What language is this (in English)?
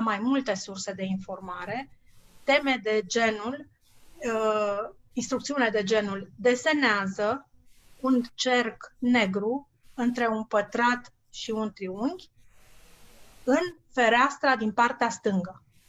Romanian